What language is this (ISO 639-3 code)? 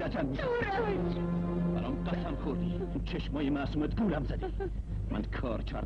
fas